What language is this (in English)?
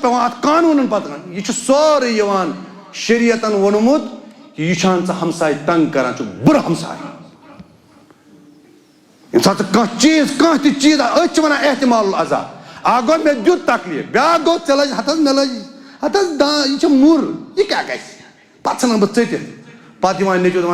Kashmiri